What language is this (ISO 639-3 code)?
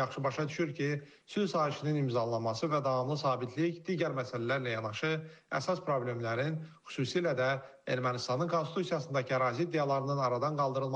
aze